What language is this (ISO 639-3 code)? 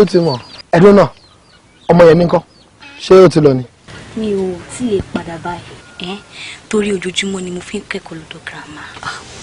yor